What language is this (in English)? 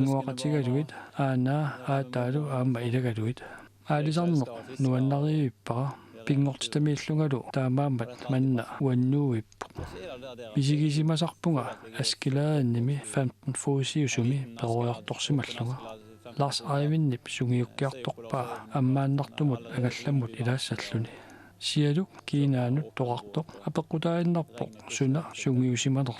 Kalaallisut